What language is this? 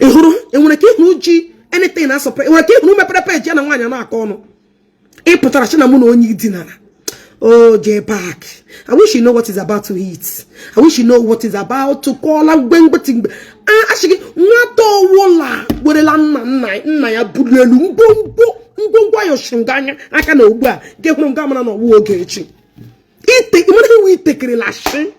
Igbo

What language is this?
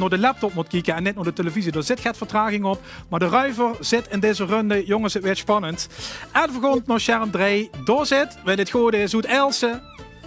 Limburgish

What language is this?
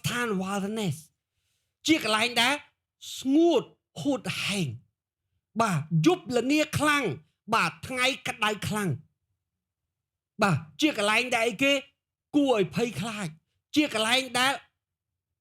Khmer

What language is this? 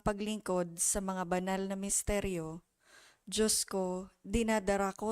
Bikol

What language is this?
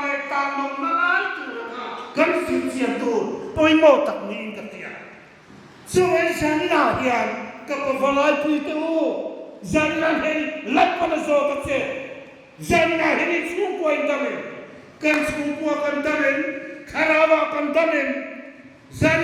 Hmar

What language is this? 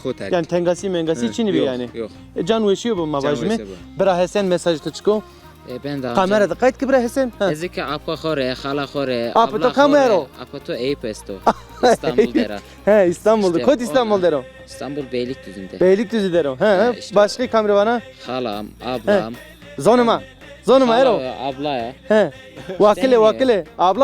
Zaza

